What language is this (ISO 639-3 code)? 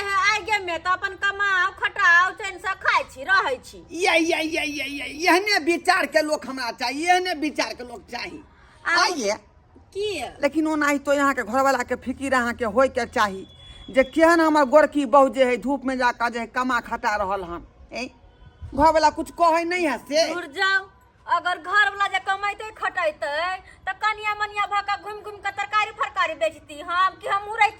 mai